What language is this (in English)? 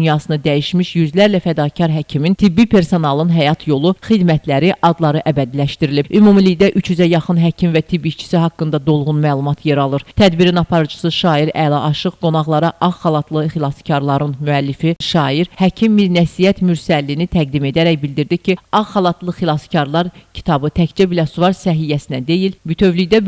Azerbaijani